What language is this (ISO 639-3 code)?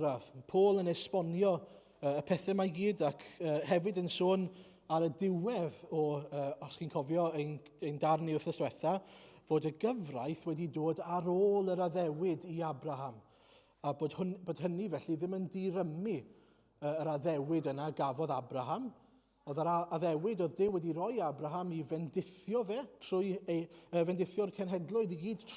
cym